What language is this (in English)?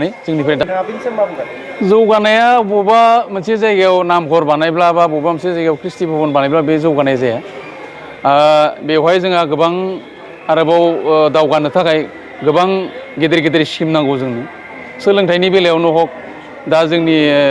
Bodo